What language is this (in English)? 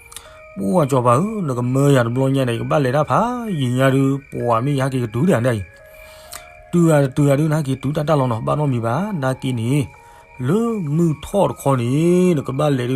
S'gaw Karen